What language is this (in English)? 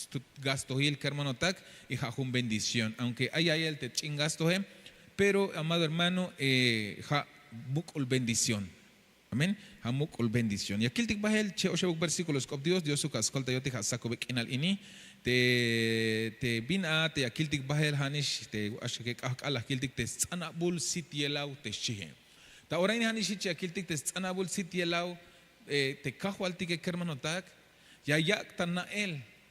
Tzeltal